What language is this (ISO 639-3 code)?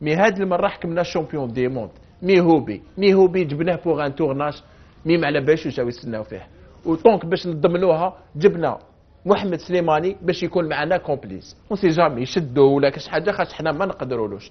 arq